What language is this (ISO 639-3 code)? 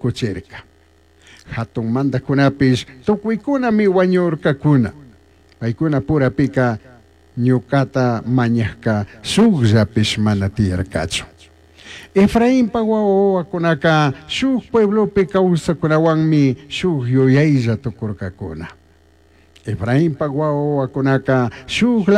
qug